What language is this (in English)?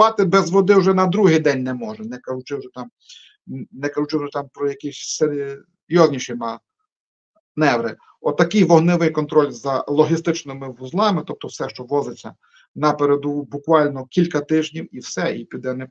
Ukrainian